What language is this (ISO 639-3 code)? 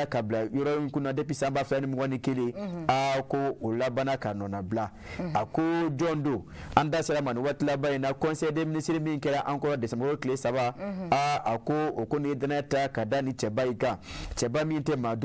bam